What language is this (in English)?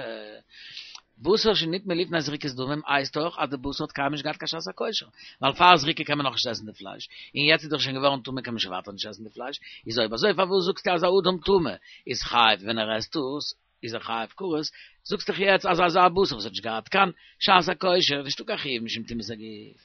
Yiddish